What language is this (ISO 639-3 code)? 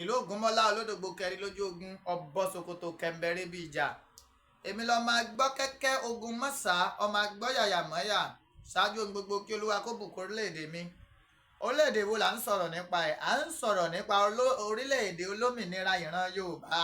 yor